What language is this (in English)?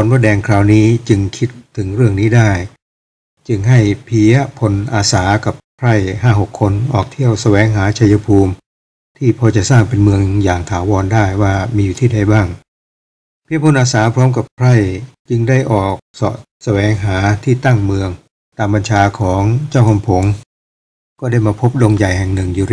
Thai